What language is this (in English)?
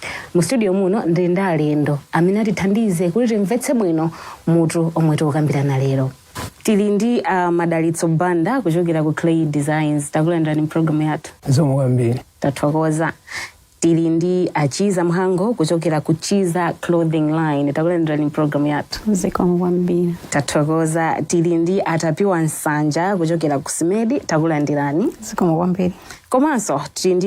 Nyanja